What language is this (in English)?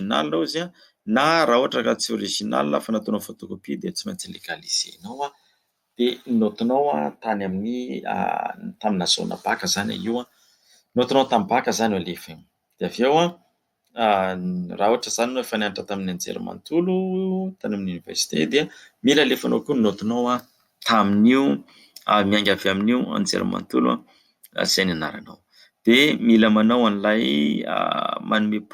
Malagasy